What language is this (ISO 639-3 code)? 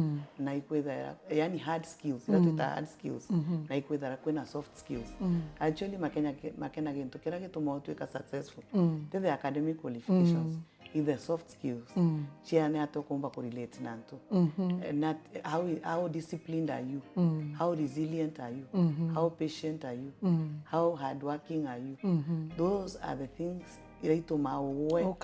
mer